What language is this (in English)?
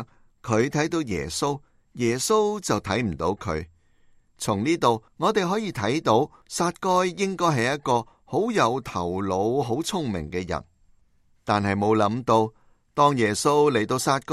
Cantonese